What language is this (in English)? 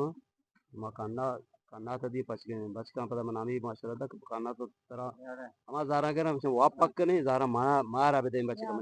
Eastern Balochi